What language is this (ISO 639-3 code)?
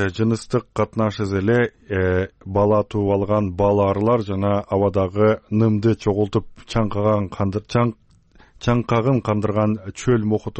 kir